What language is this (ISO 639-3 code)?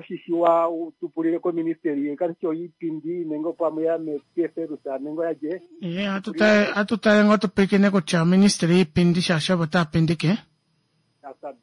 kua